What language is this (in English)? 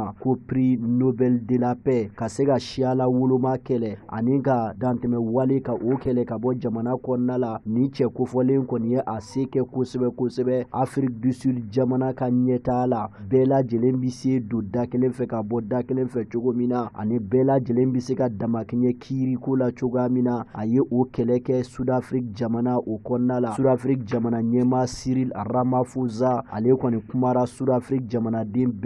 Bambara